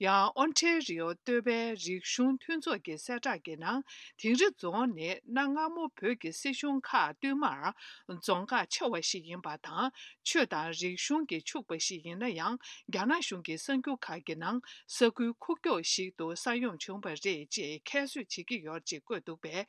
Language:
Tibetan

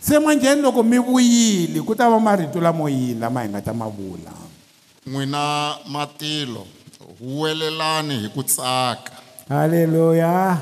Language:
Tsonga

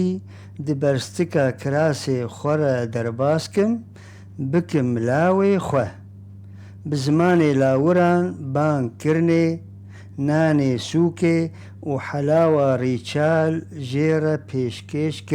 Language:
Kurdish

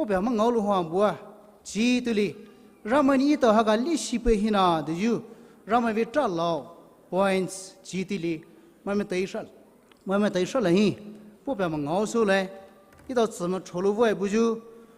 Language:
Poumei Naga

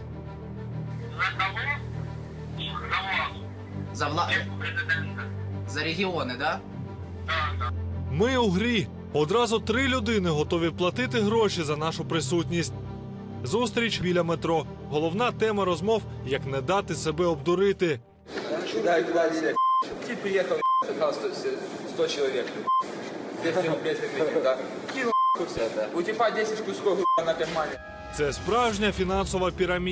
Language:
Ukrainian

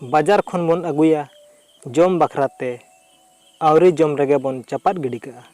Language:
Santali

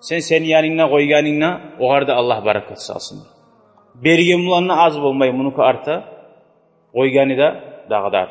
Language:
Kumyk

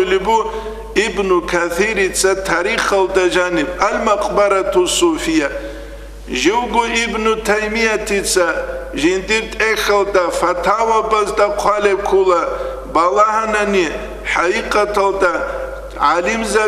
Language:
Avaric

